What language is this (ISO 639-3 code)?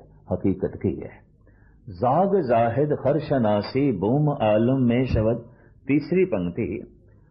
pan